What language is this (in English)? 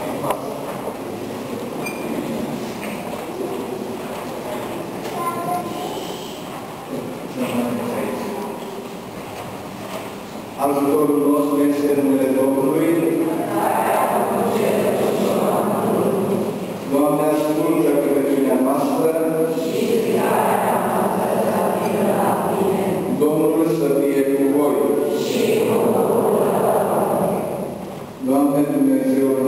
Romanian